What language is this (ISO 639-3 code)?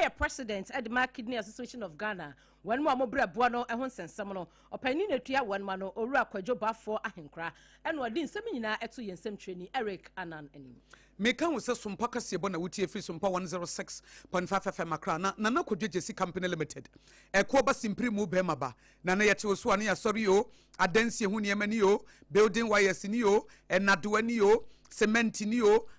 aka